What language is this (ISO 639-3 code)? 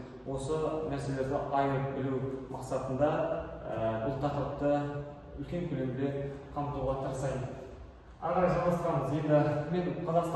kaz